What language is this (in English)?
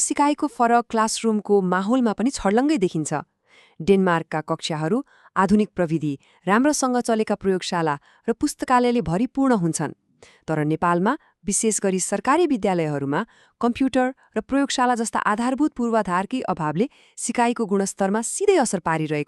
Nepali